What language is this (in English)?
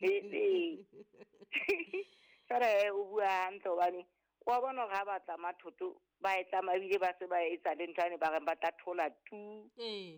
Southern Sotho